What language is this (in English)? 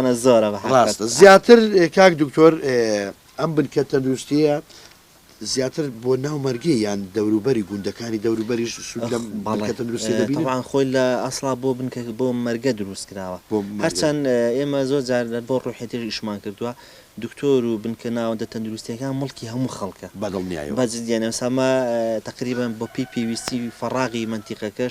Central Kurdish